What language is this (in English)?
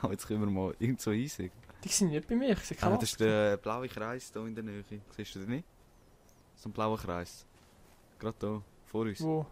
Swiss German